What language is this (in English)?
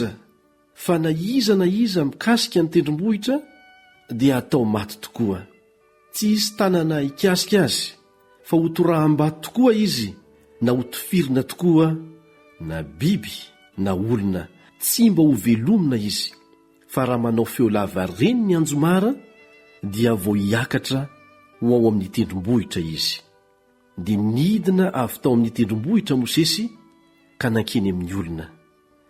Malagasy